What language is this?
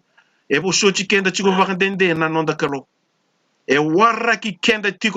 Fijian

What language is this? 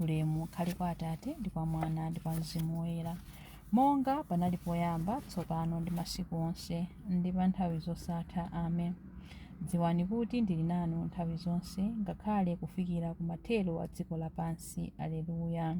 Nyanja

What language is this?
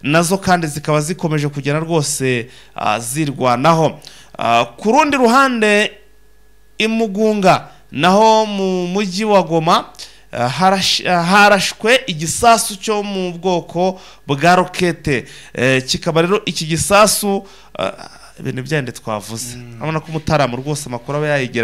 Kinyarwanda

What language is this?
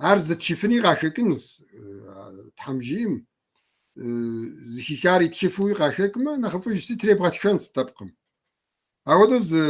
Kabardian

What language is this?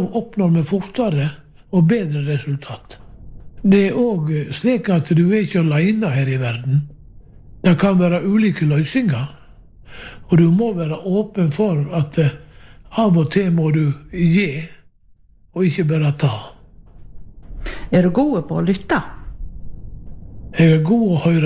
Norwegian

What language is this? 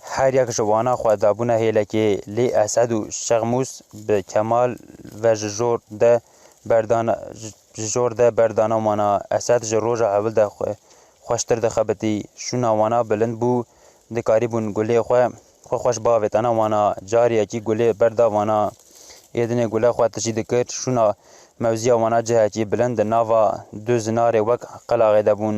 Kurdish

